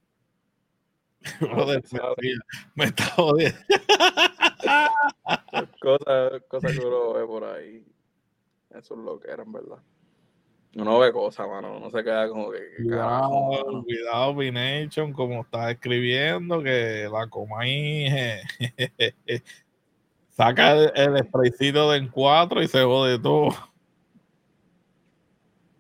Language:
Spanish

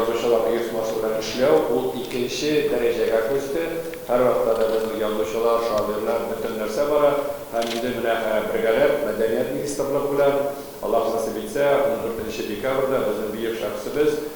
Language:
Tatar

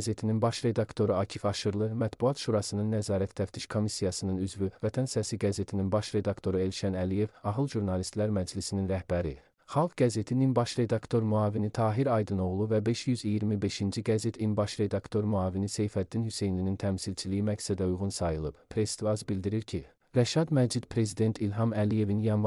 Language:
Azerbaijani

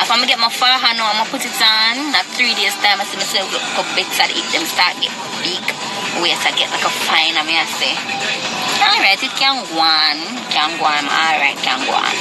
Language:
Jamaican Creole English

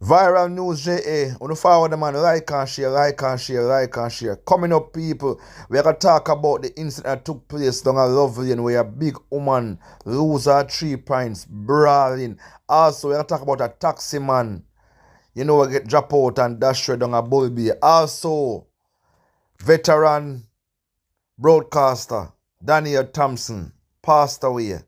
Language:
Jamaican Creole English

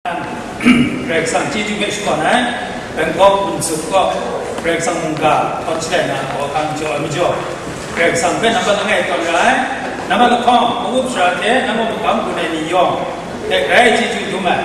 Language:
Kachin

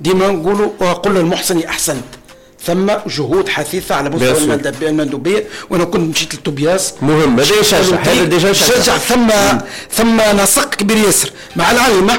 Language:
Tunisian Arabic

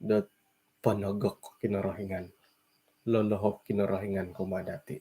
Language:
Central Dusun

